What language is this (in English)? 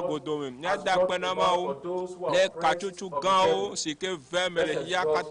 Ewe